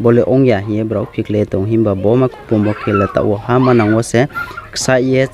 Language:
Riang (India)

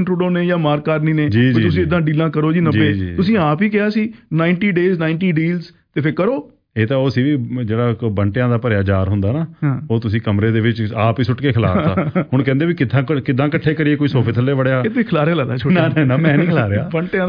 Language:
Punjabi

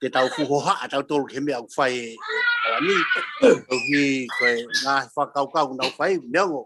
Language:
Tongan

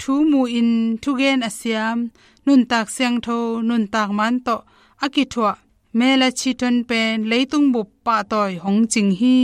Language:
Tedim Chin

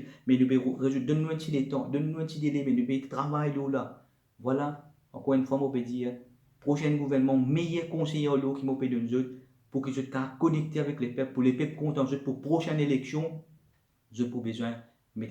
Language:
Morisyen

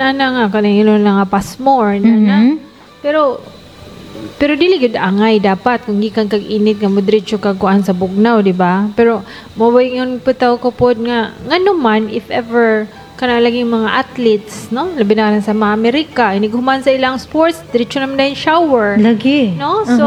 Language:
Cebuano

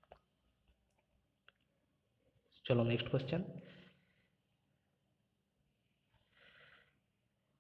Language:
Bangla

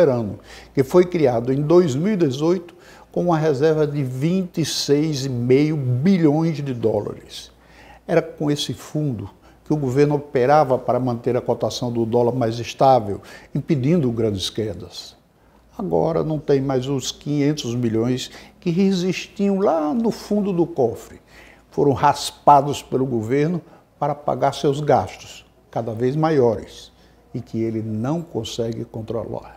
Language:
Portuguese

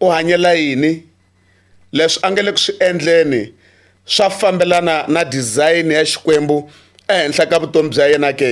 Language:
Tsonga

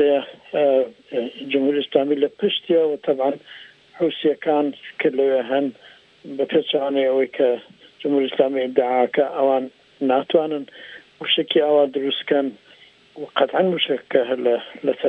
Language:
Central Kurdish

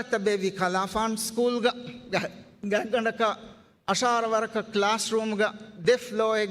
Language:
Divehi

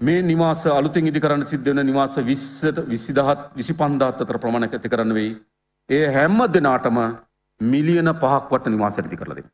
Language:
Sinhala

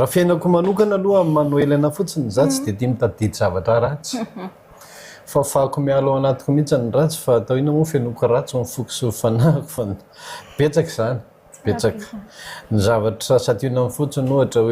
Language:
Malagasy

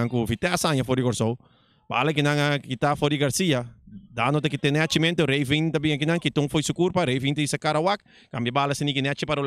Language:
Papiamento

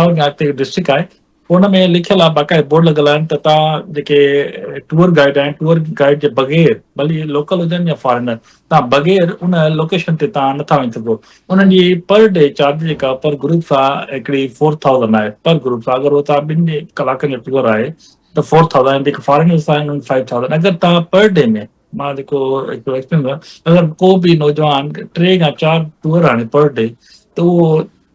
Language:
Sindhi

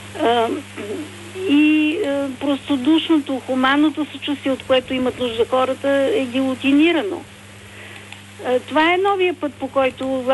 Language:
Bulgarian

